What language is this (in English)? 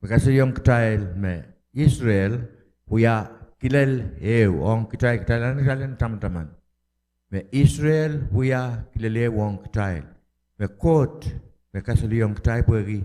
Pohnpeian